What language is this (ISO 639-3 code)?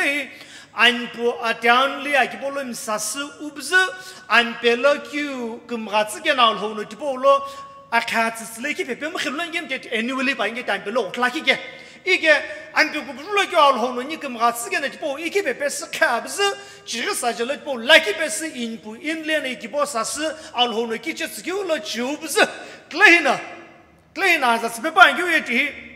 nsm